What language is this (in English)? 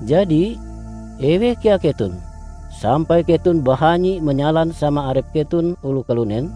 Ngaju